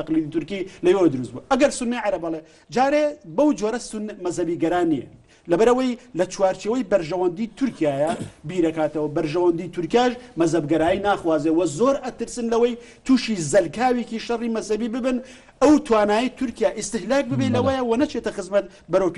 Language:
Central Kurdish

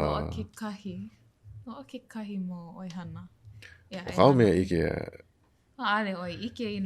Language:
Hawaiian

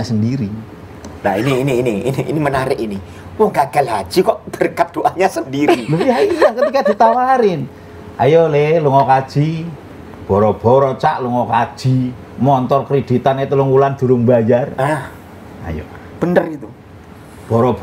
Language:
Indonesian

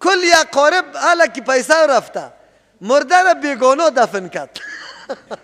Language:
Persian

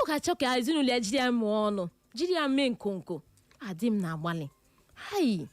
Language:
Igbo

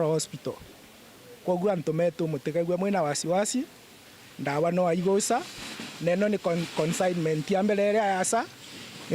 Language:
Meru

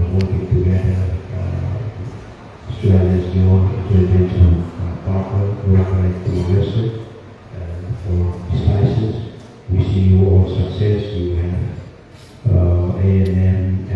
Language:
Tetum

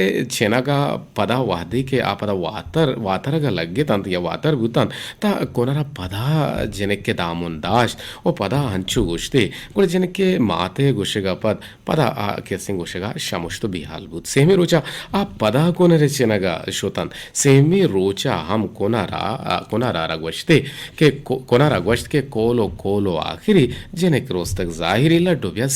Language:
Eastern Balochi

